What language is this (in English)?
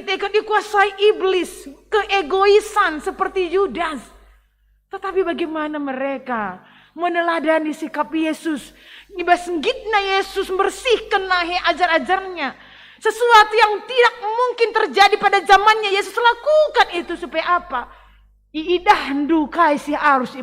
Batak Karo